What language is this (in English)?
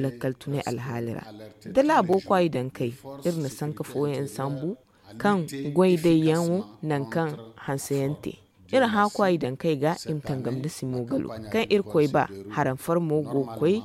Zarma